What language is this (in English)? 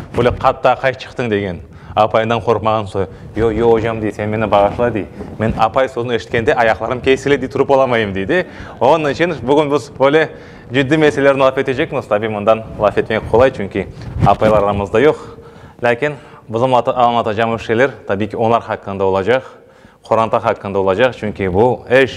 Crimean Tatar